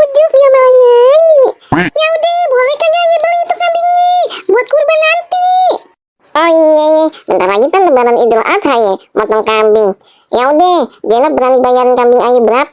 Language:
Betawi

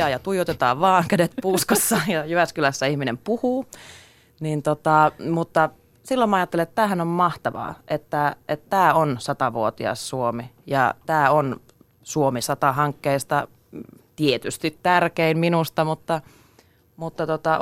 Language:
Finnish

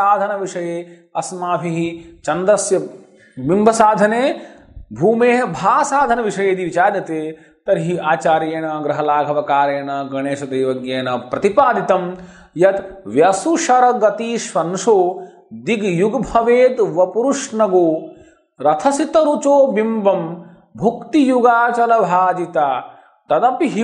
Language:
Sanskrit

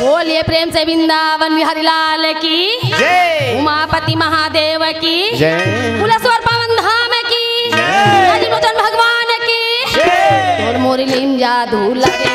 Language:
Chhattisgarhi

